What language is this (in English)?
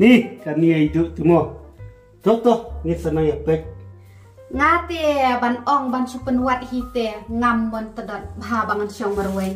Khasi